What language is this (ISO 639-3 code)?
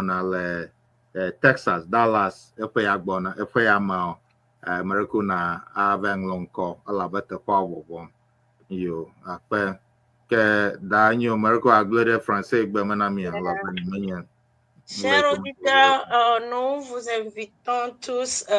ewe